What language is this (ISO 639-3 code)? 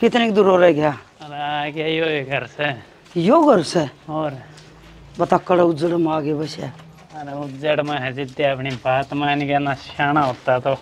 bgc